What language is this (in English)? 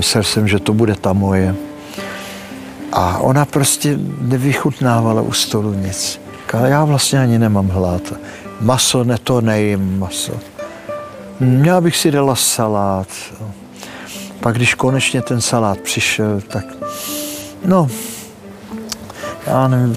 Czech